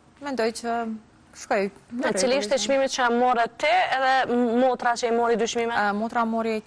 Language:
Albanian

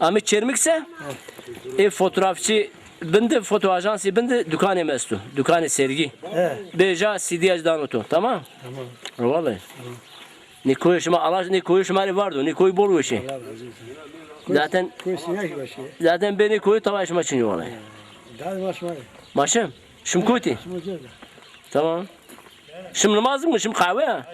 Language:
Zaza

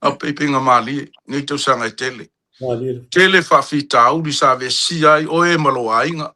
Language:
Samoan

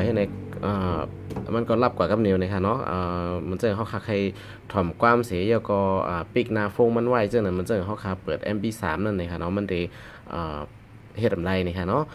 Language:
Shan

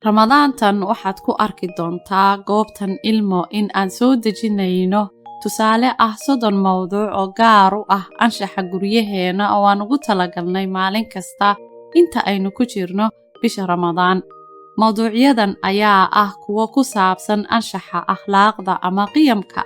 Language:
Somali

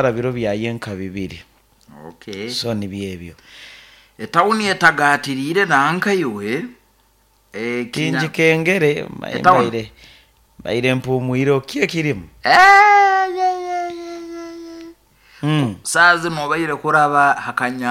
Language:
Nyoro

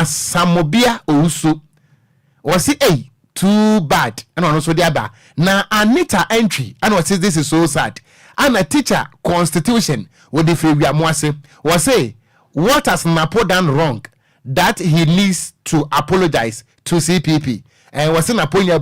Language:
Akan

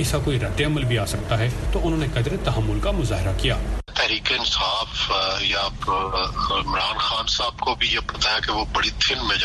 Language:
Urdu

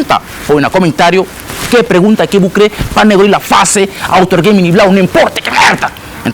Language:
Kabuverdianu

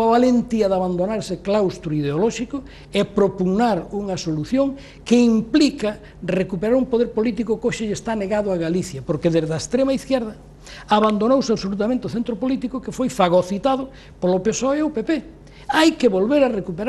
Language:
Galician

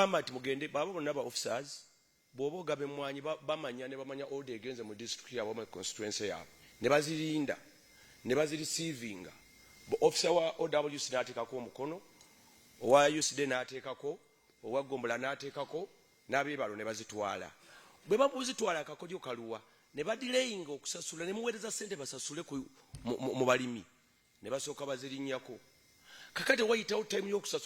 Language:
Ganda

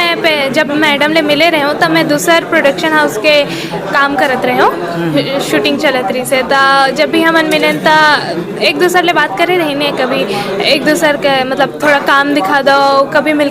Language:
Chhattisgarhi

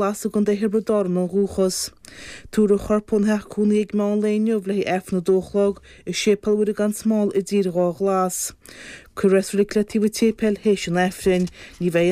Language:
Irish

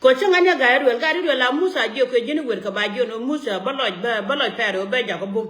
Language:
Nuer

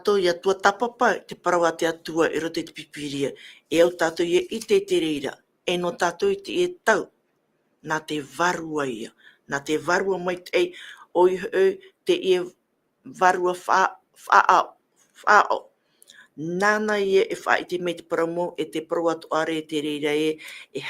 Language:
Tahitian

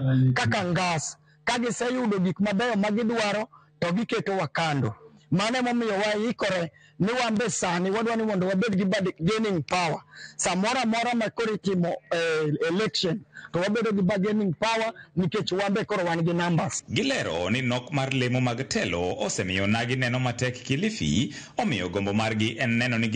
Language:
Luo (Kenya and Tanzania)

